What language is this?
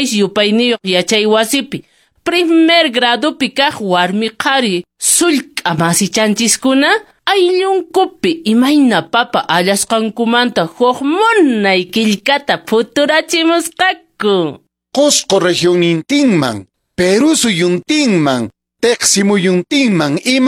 Quechua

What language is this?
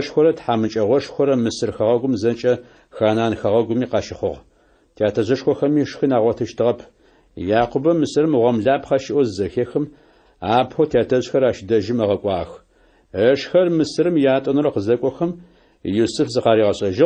Adyghe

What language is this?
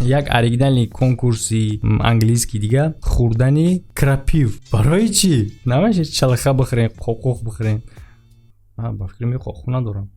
Tajik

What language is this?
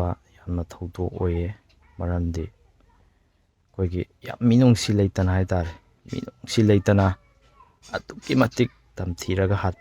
Manipuri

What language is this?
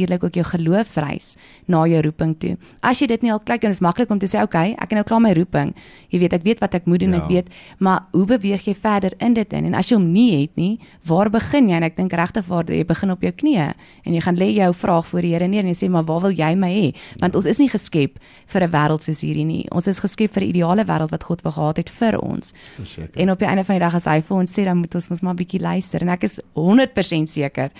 Afrikaans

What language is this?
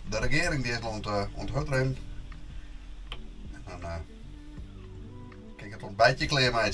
Dutch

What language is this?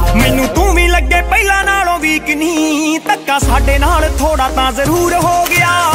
Punjabi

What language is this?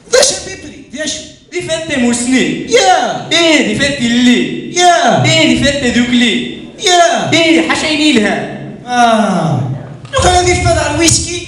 Kabyle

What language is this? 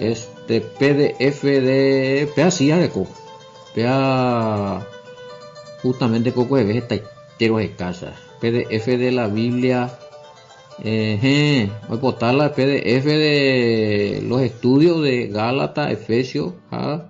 Guarani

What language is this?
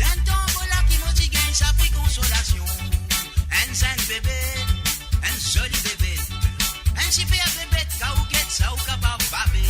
Morisyen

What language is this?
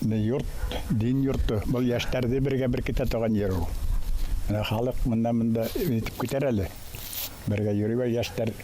Bashkir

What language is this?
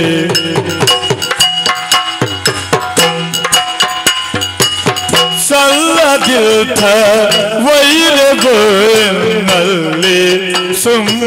Kannada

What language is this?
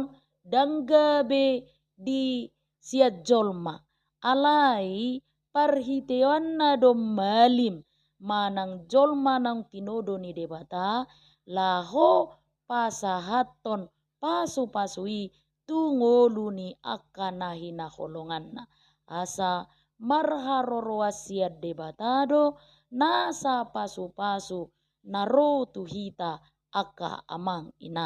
Batak Toba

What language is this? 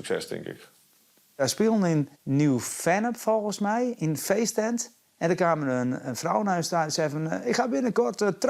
Western Frisian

